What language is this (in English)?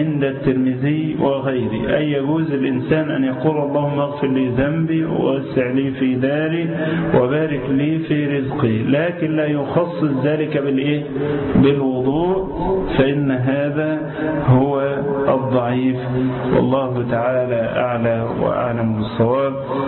Arabic